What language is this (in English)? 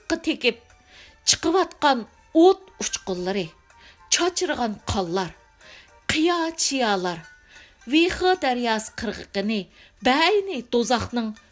Uyghur